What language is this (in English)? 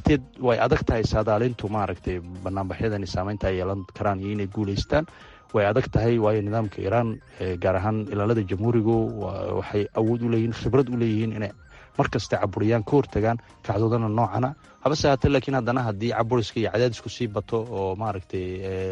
Somali